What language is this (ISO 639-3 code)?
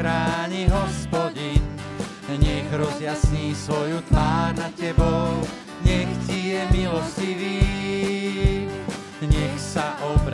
slk